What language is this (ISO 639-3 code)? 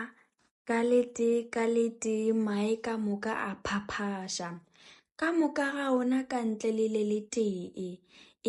nso